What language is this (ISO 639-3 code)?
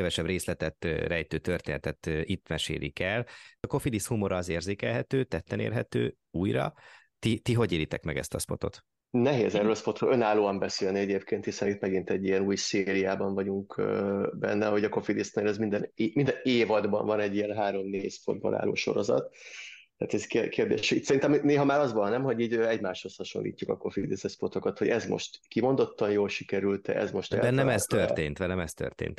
hun